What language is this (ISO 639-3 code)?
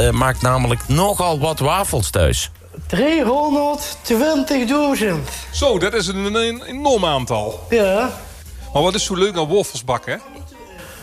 nld